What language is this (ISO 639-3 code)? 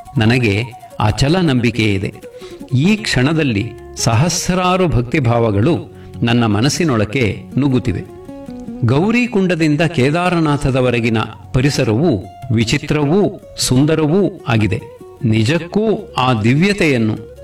kan